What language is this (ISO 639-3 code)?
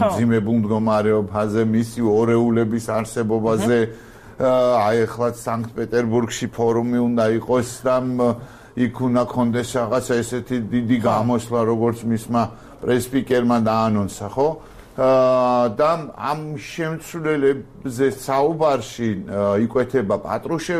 kat